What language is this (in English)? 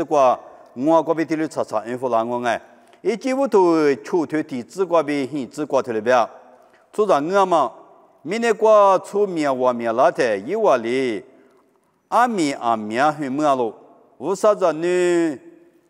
Lisu